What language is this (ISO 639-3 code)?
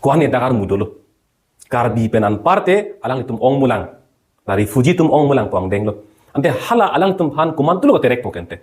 mjw